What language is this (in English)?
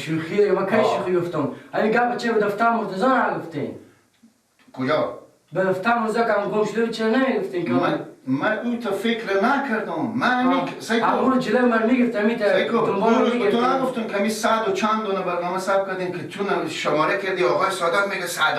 Persian